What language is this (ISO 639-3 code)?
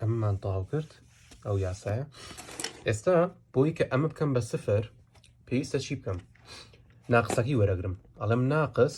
ckb